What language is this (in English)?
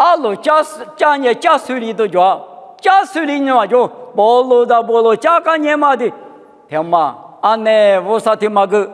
Lisu